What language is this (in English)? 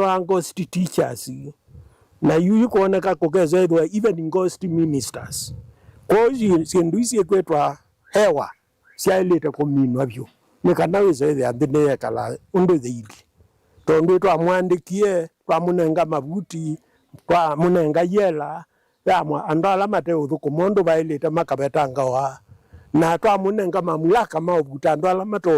Kamba